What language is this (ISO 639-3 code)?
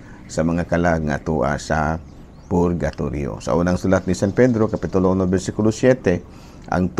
ceb